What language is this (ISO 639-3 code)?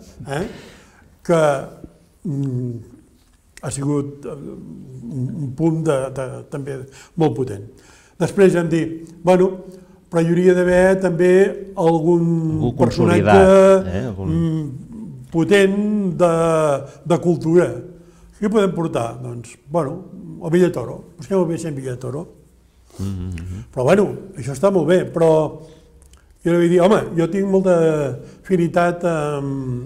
cat